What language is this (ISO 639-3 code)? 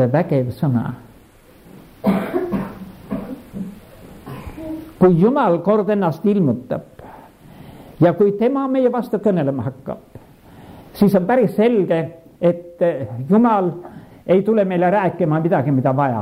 est